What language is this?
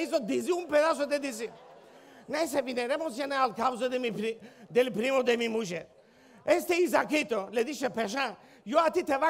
Ladino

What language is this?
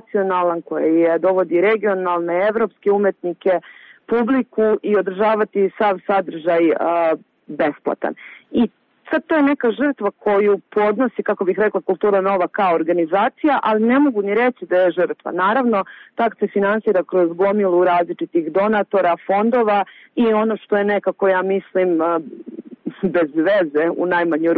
Serbian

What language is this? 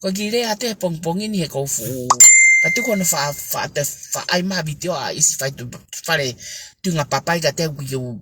Tongan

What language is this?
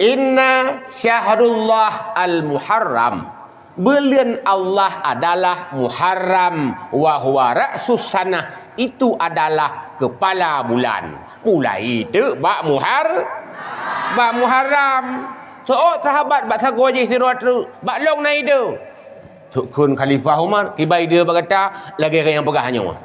Achinese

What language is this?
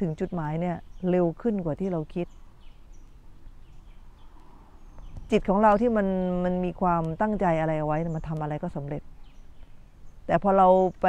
Thai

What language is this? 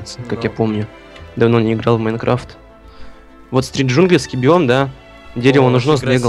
Russian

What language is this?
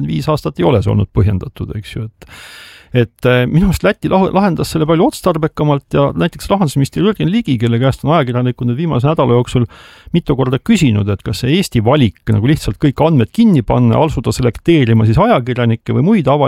Estonian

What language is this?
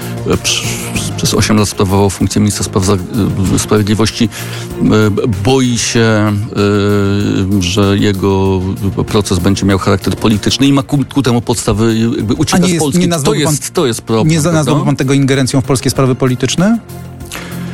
Polish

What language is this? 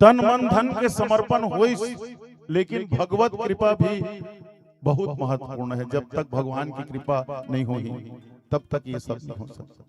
Chhattisgarhi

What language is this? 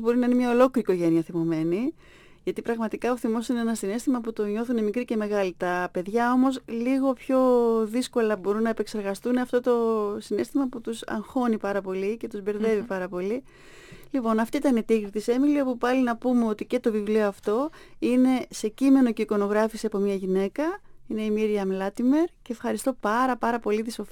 Greek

